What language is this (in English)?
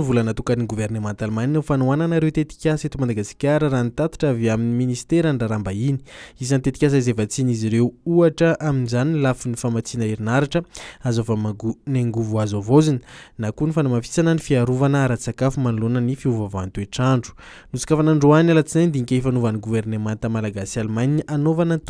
Malagasy